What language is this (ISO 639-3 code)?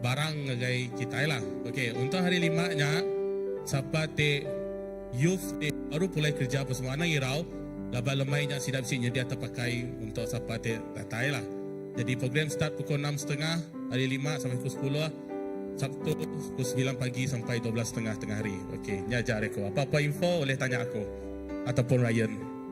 iba